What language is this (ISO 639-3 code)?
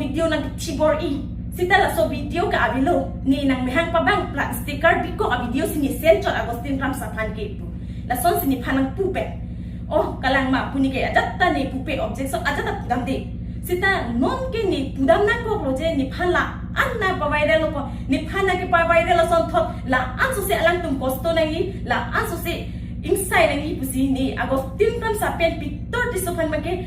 mjw